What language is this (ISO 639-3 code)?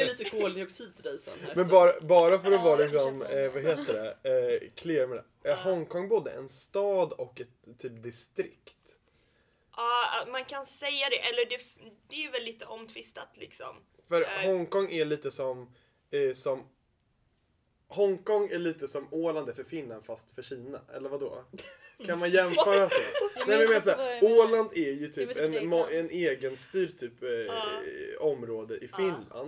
swe